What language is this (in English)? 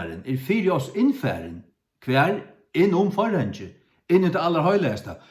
Faroese